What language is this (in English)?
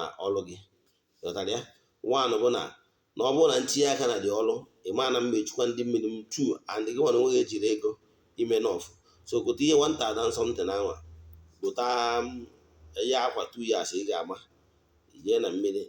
Igbo